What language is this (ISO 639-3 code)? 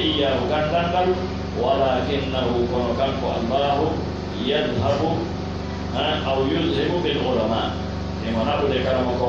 fuf